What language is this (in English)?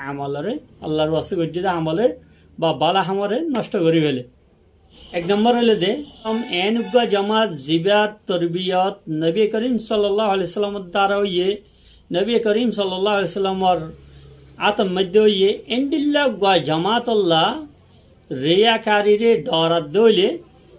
Rohingya